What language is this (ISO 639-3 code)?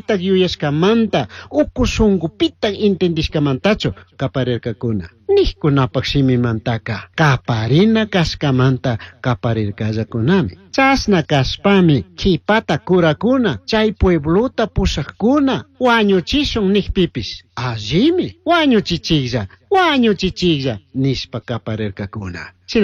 qug